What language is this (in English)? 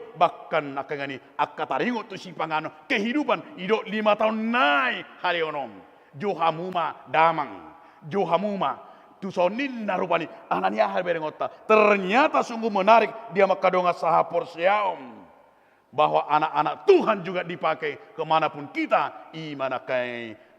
Batak Toba